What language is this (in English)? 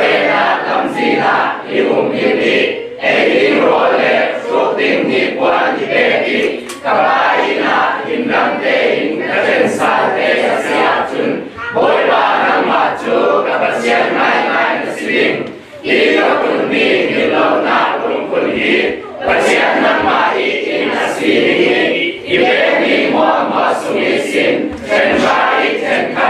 Falam Chin